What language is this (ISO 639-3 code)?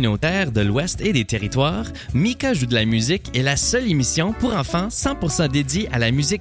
fra